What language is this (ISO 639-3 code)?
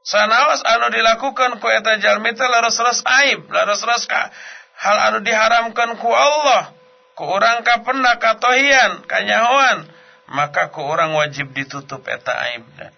sun